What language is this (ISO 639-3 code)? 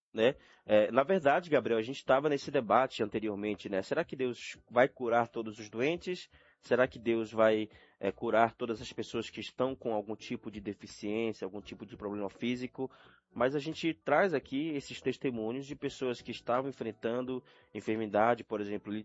por